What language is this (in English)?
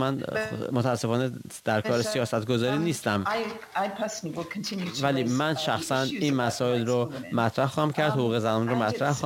Persian